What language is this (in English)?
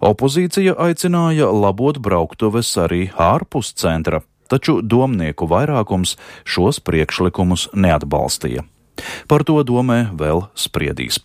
Latvian